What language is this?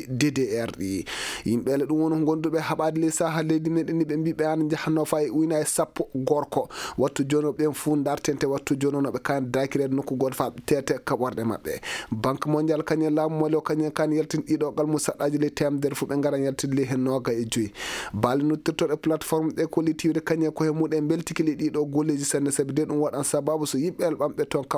Fula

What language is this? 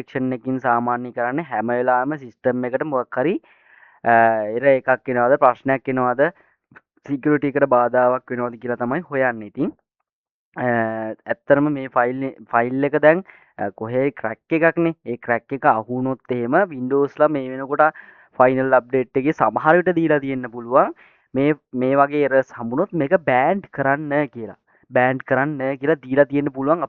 Sinhala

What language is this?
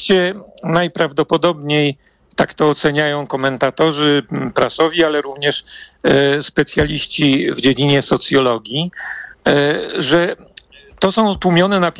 Polish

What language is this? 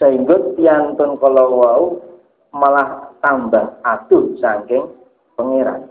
Javanese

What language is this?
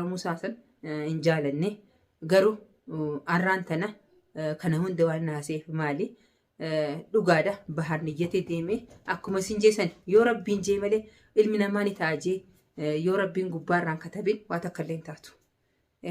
Oromo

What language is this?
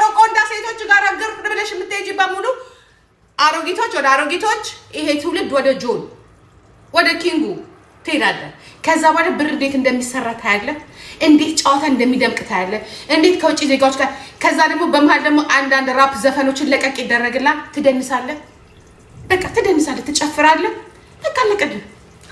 Amharic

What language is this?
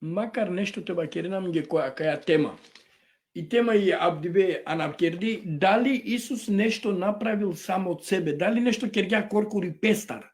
Balkan Romani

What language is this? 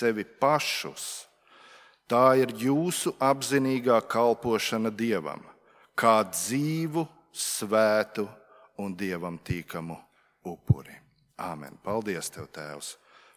Latvian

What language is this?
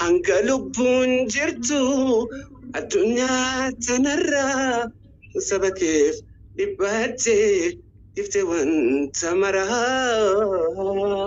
Oromo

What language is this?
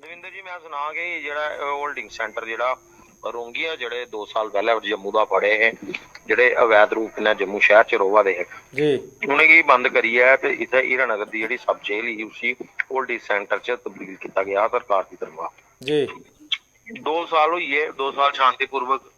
Dogri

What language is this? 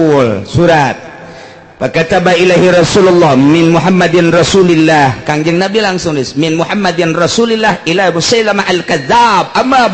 Sundanese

